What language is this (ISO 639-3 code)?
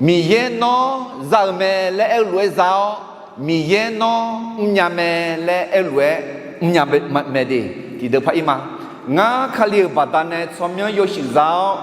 ahk